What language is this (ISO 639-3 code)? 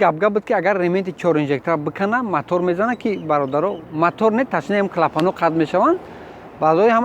tgk